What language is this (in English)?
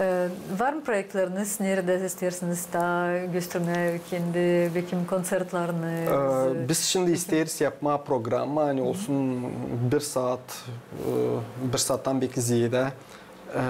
Gagauz